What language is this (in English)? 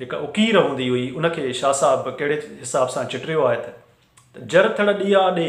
Sindhi